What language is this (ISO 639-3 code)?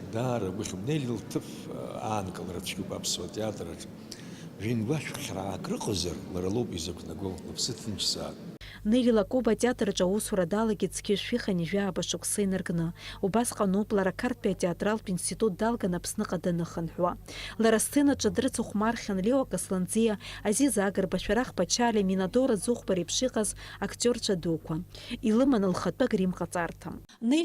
abk